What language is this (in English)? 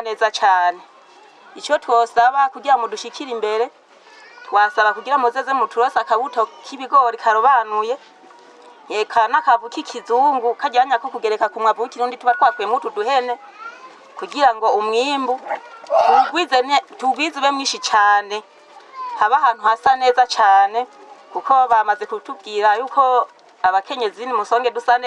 Rundi